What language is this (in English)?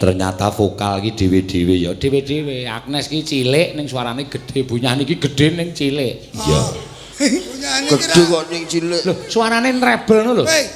Javanese